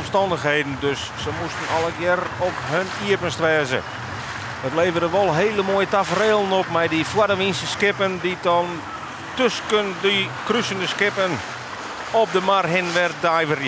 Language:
Western Frisian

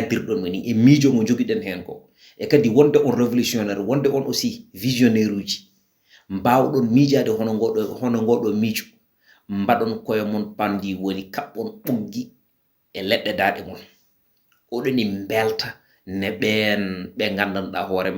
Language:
Fula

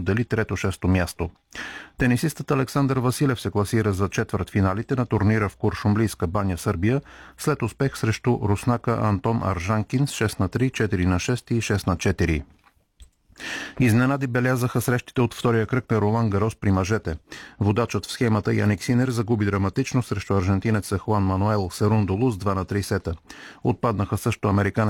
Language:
Bulgarian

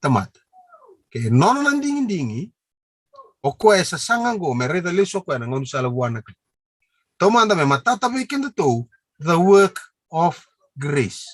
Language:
Fijian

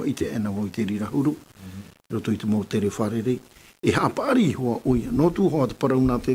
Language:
Tahitian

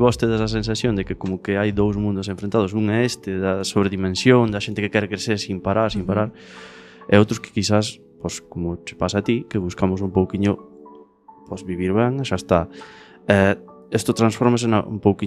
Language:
Galician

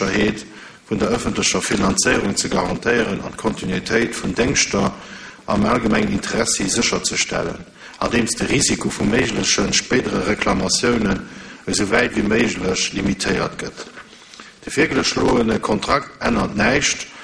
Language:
Luxembourgish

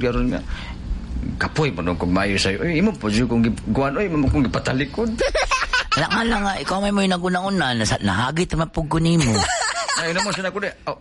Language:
Cebuano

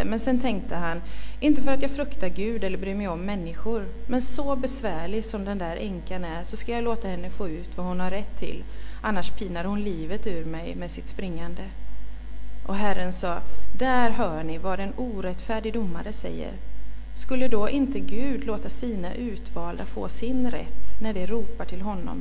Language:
Swedish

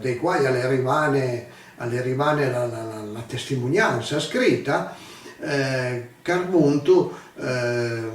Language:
Piedmontese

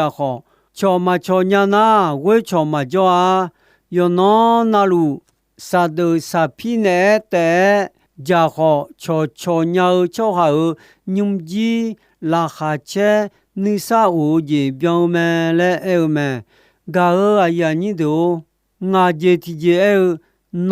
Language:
Akha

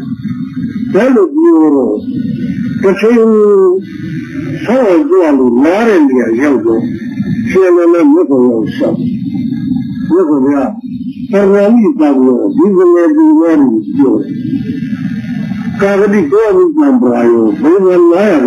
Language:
Burmese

